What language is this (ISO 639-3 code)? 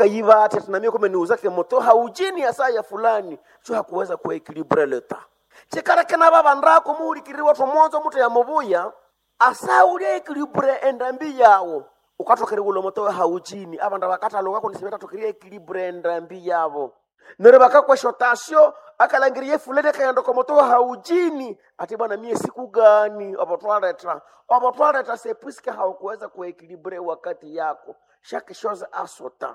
nnb